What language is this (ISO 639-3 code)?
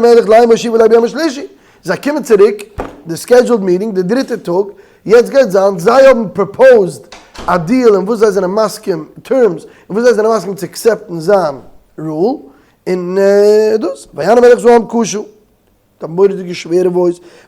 yid